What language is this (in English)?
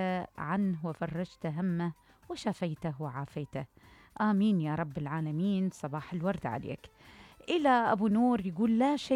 Mesopotamian Arabic